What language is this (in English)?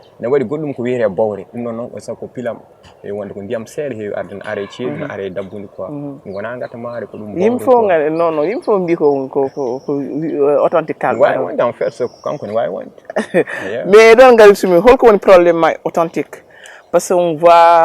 Fula